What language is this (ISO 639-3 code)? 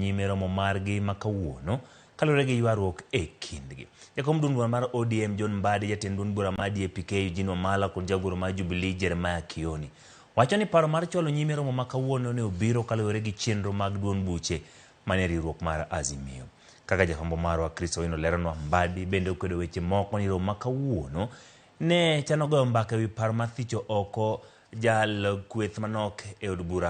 luo